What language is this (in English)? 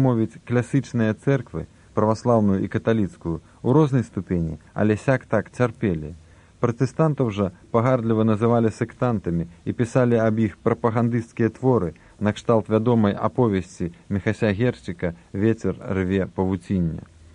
Belarusian